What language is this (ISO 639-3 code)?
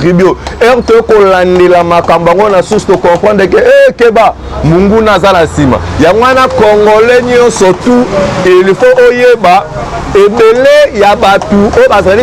lin